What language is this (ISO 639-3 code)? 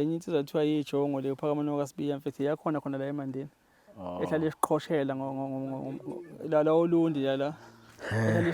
zul